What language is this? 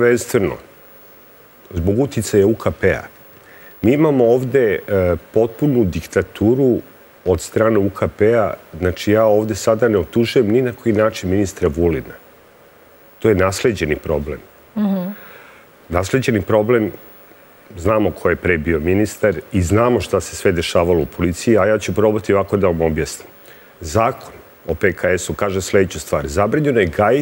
Serbian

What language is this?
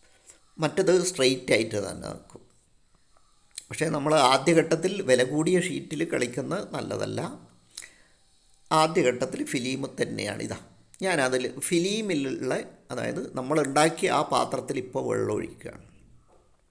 Malayalam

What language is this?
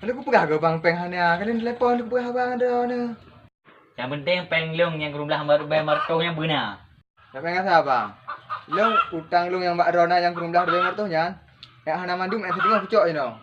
Achinese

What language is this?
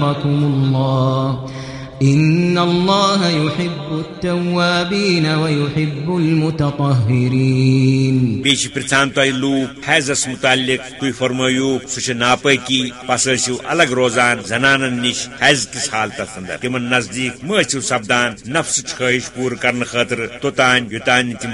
Kashmiri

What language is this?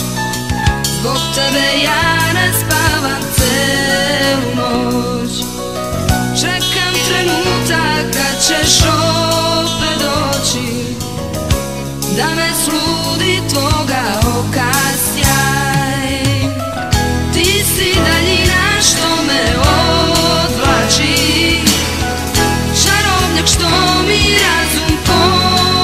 Serbian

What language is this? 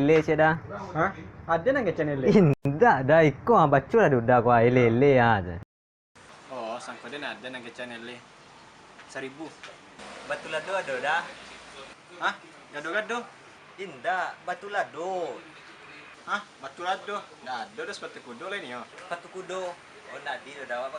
Minangkabau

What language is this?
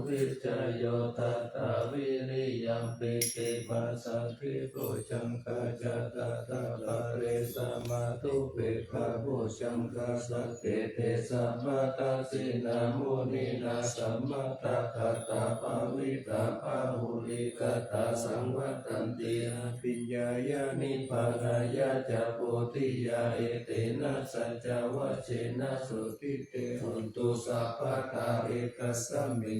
Pali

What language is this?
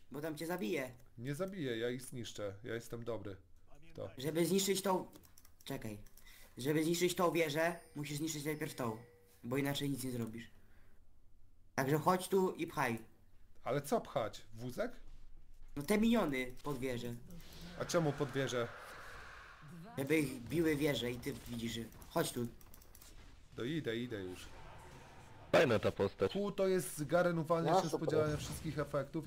Polish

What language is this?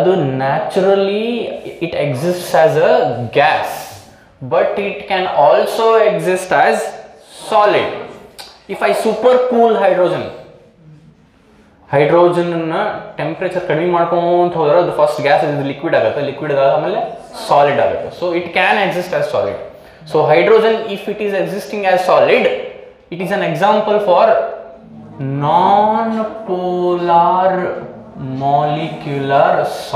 Kannada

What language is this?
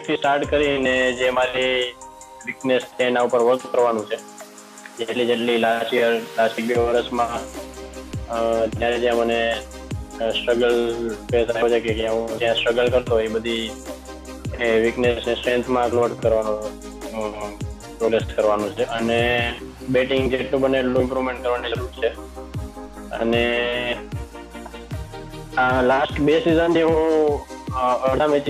Gujarati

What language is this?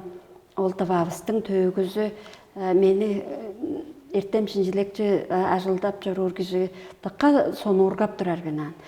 Tuvinian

